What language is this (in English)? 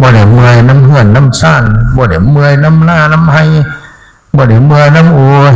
Northeastern Thai